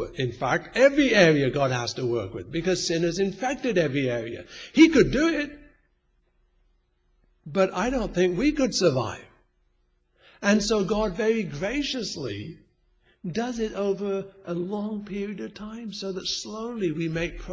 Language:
English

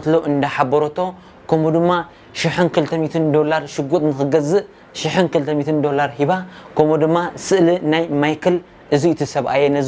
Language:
Tigrinya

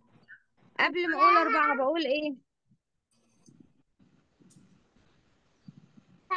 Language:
Egyptian Arabic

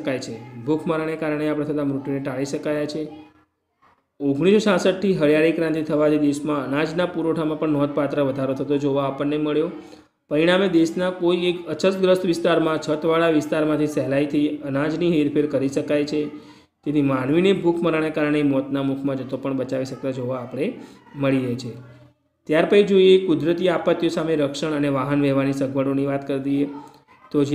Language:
Gujarati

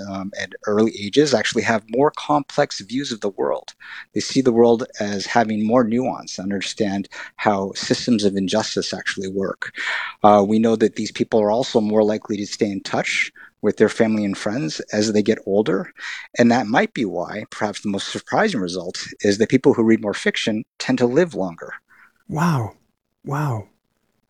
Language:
English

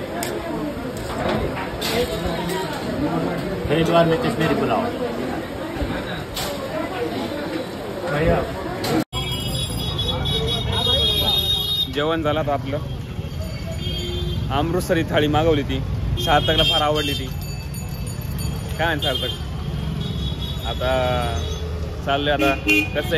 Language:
Marathi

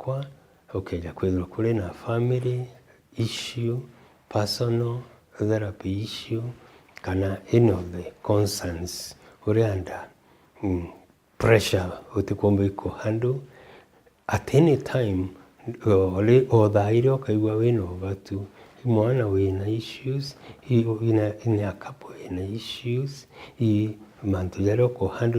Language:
Meru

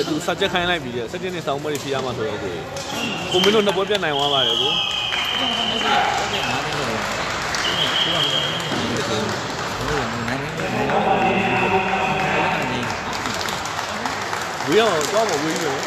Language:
Burmese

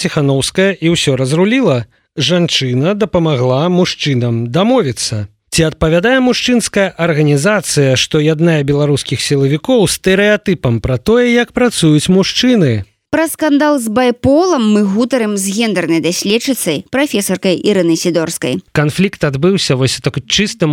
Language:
Belarusian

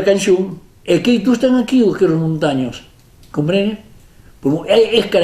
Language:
Occitan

